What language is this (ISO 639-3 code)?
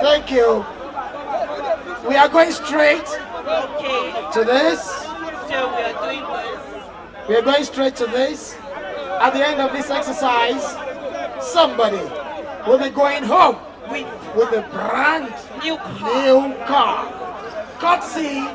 pcm